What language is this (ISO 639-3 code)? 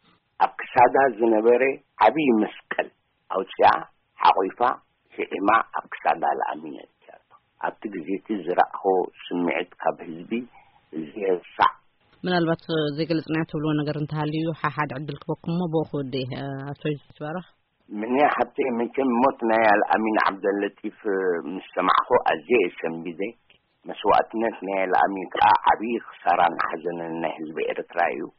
tir